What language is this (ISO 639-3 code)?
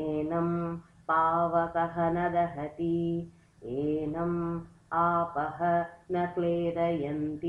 san